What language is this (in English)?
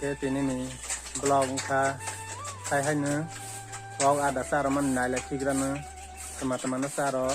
Kok Borok